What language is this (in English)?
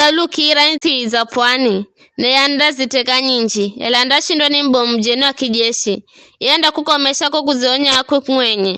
Giryama